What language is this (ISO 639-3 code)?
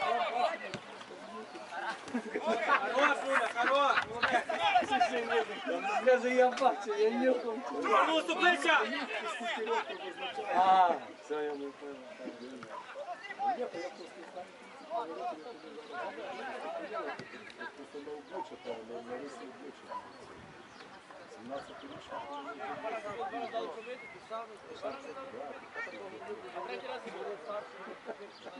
ukr